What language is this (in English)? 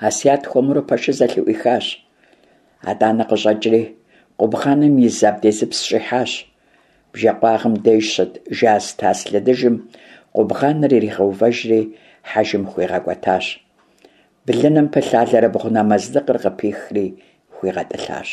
Kabardian